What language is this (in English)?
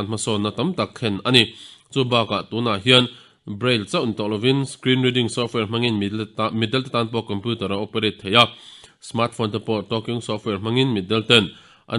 Mizo